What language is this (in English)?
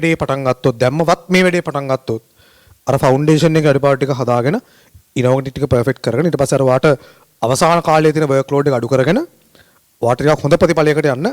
Sinhala